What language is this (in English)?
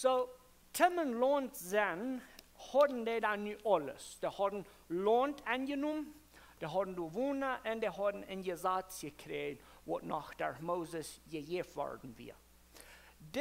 Plautdietsch